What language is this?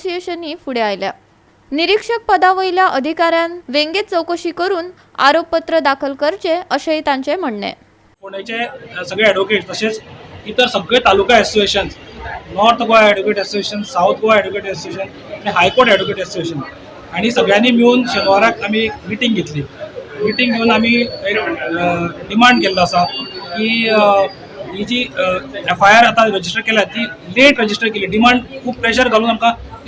Konkani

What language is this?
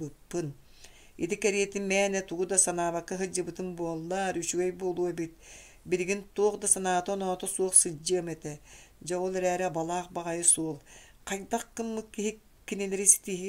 Yakut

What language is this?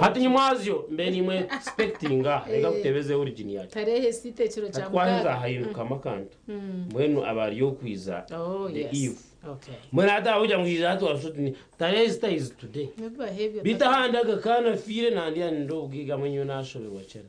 Nyankole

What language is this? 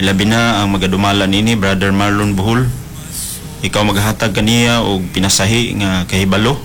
Cebuano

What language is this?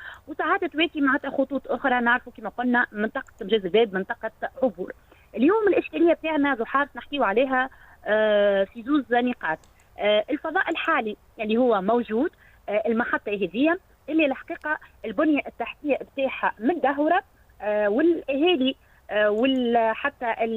Tunisian Arabic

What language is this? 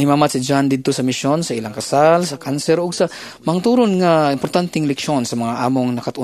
Cebuano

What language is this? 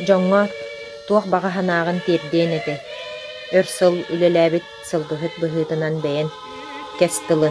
Yakut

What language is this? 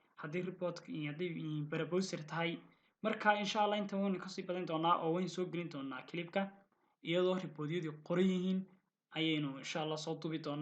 Somali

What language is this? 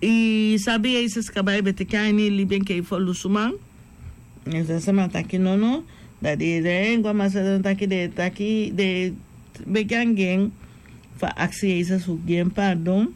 Sranan Tongo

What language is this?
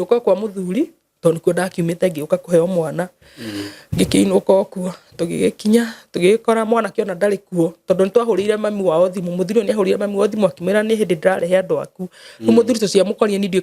Kikuyu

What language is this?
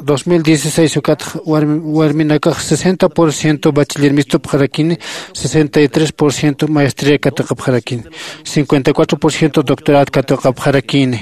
Aymara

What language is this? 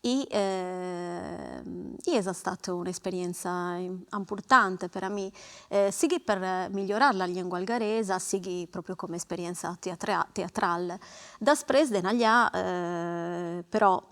Sardinian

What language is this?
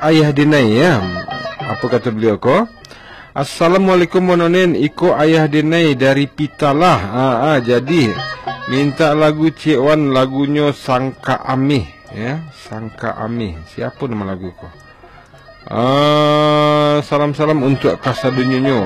Minangkabau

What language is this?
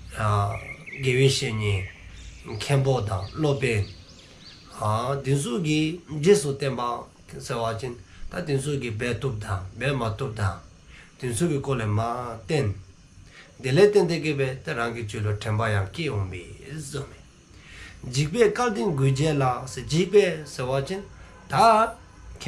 Dzongkha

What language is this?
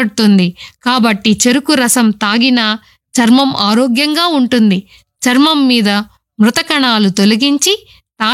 Telugu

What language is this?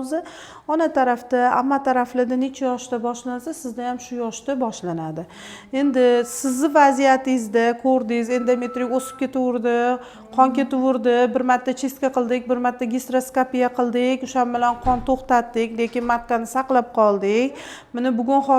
Uzbek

